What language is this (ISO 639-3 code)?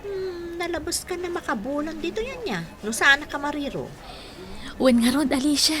ilo